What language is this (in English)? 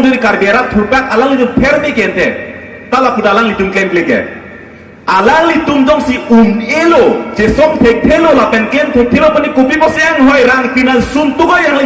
Karbi